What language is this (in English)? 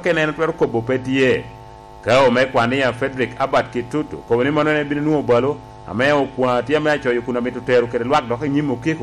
Lango (Uganda)